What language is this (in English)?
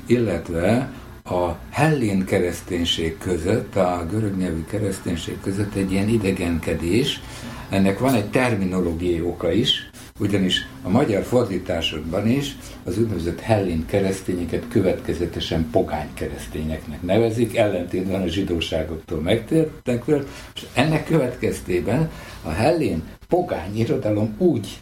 Hungarian